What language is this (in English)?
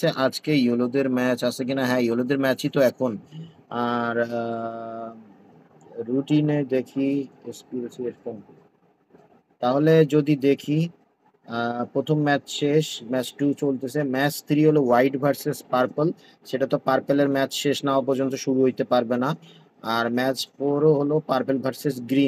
Bangla